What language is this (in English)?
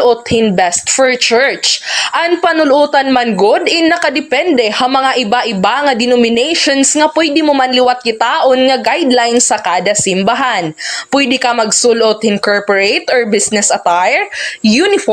Waray